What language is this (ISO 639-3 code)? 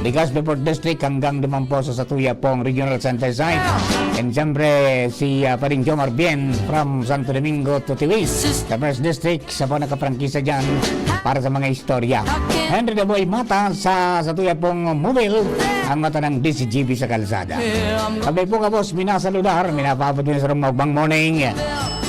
bik